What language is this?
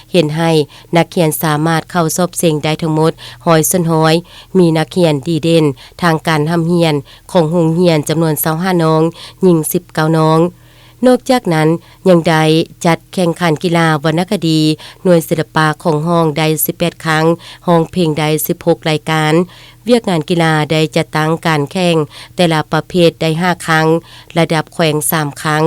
Lao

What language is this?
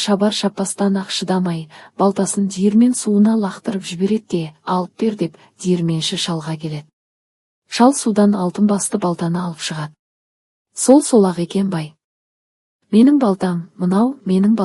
Kazakh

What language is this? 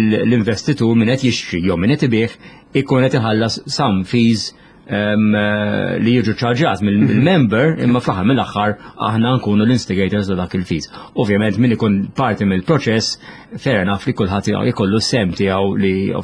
Maltese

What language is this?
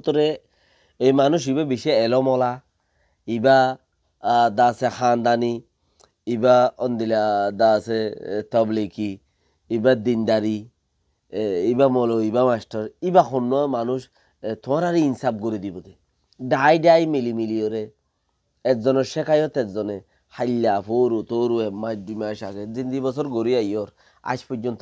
Rohingya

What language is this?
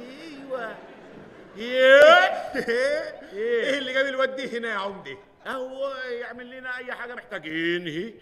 Egyptian Arabic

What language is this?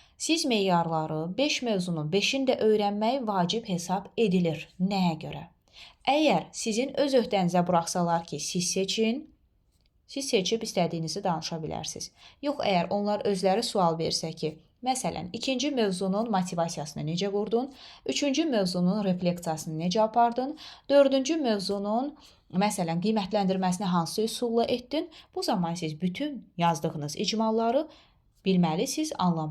Azerbaijani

